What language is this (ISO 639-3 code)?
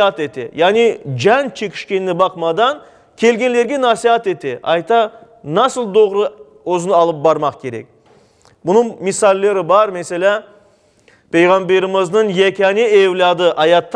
crh